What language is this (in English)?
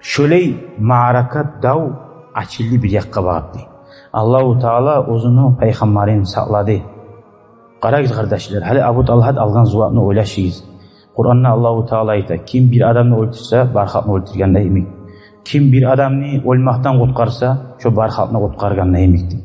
Kumyk